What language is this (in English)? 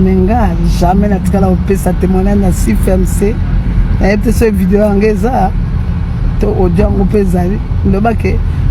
Lingala